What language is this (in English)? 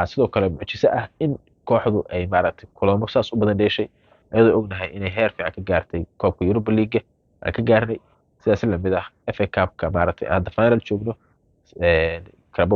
Somali